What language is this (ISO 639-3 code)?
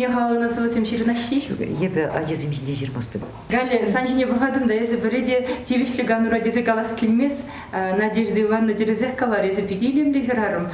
chv